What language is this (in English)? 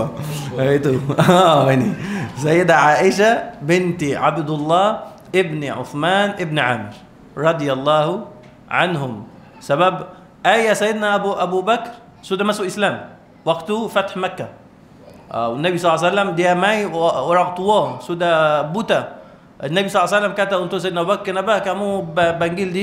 Malay